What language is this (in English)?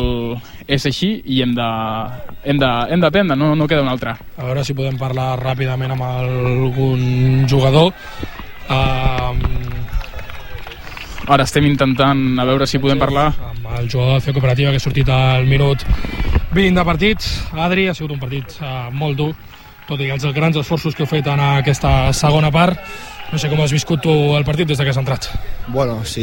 Catalan